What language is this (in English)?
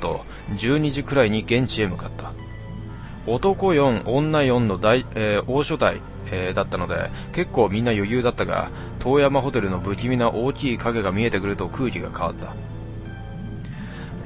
Japanese